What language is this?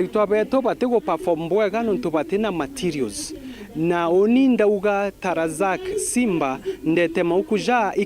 Meru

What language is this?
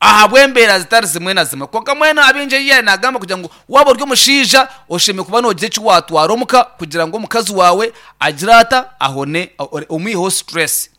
Nyankole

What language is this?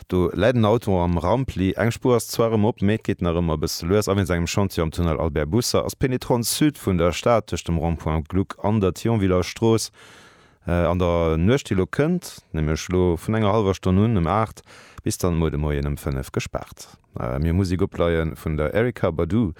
Luxembourgish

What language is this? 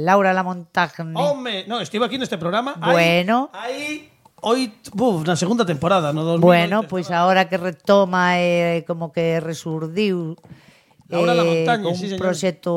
Galician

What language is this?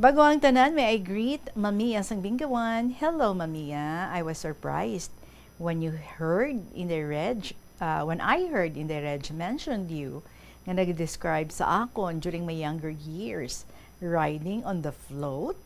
Hiligaynon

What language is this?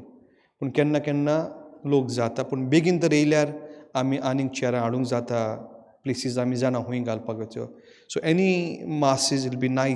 Konkani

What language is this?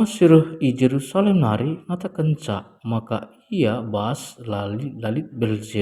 Batak Karo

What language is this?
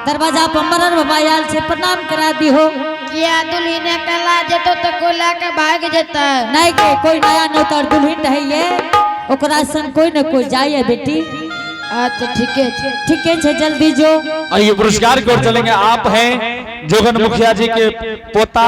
Angika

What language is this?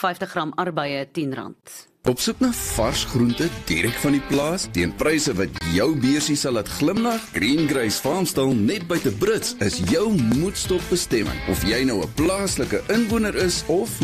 Afrikaans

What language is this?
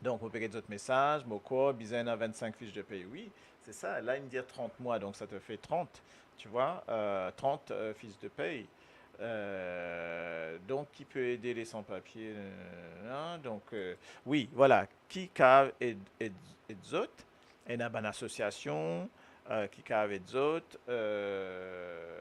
Morisyen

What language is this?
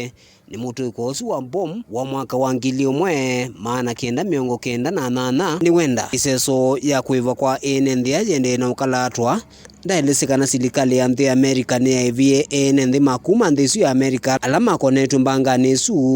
Kamba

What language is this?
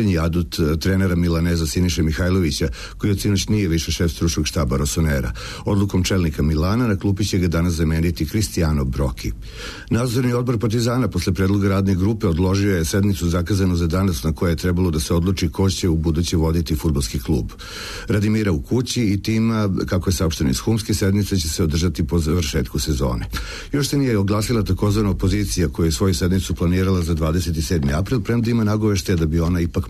Serbian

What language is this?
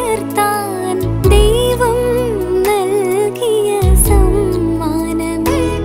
Malayalam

